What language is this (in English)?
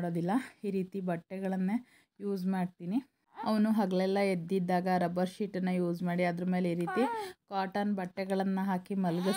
Kannada